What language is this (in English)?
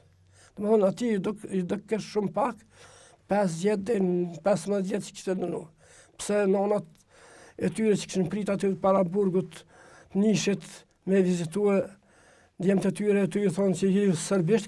Albanian